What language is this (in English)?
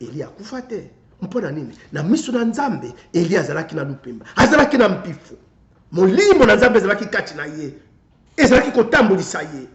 Lingala